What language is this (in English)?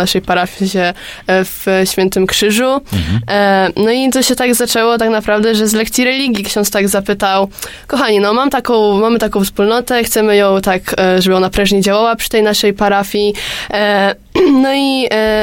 Polish